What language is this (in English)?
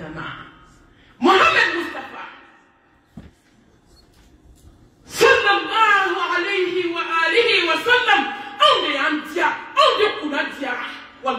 French